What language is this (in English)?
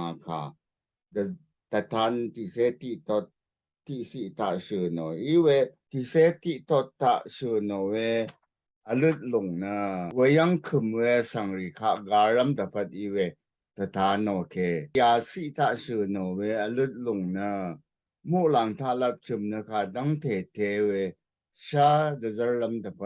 Rawang